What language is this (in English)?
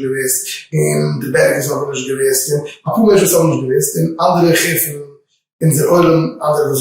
Yiddish